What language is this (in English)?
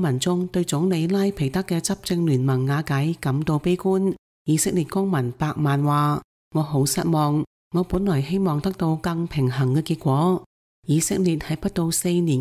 Cantonese